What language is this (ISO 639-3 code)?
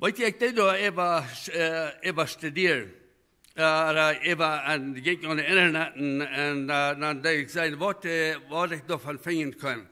pdt